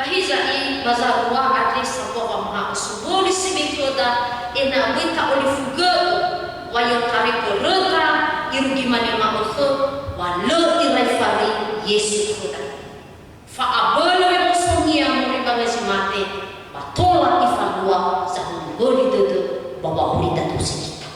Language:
Nias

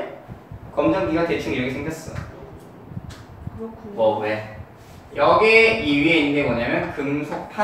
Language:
Korean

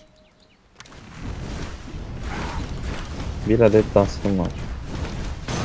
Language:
Turkish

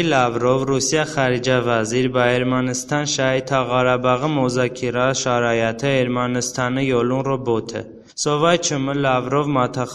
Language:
Talysh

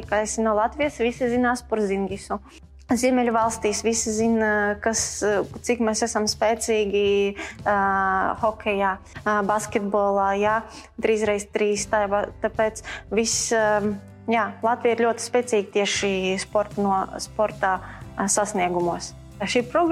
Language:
Latvian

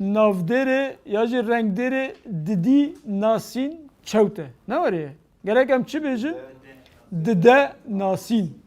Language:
Kurdish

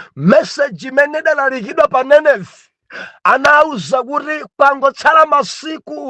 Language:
Nyanja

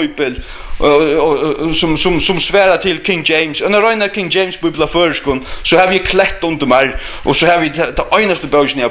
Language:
Faroese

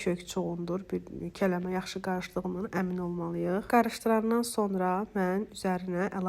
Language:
Azerbaijani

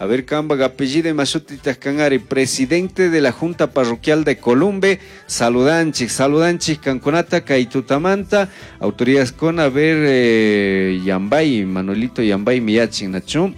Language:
Chimborazo Highland Quichua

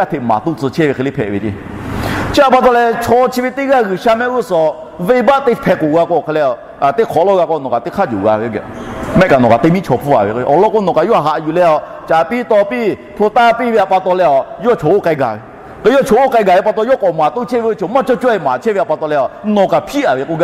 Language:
Lahu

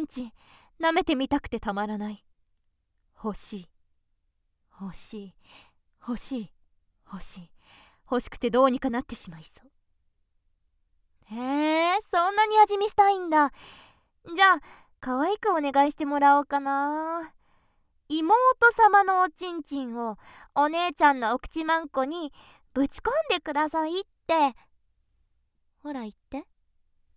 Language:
Japanese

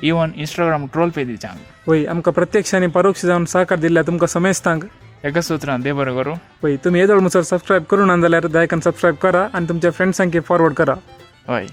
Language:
Konkani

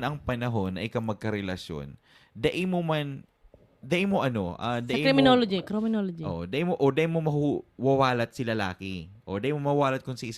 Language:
Bikol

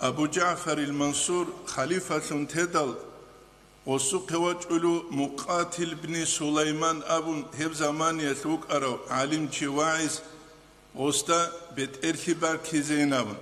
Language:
Avaric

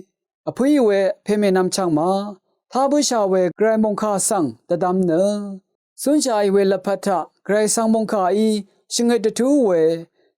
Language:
Rawang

